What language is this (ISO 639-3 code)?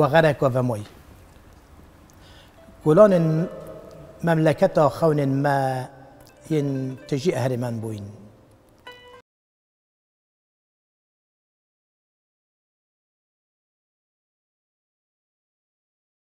kur